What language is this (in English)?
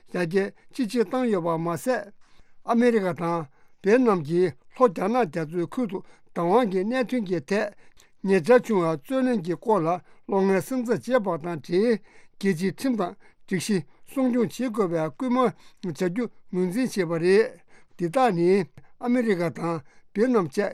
Tibetan